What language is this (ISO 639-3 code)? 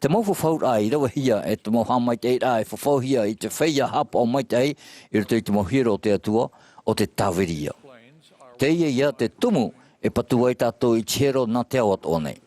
tah